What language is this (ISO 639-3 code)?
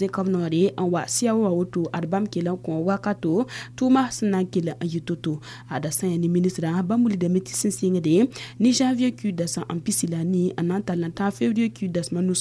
mos